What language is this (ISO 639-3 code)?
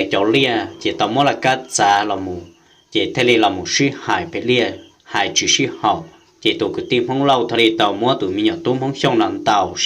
hmn